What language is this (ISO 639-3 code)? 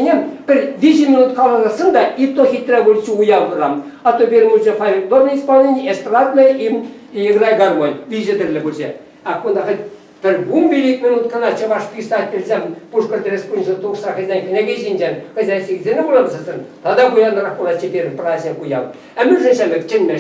chv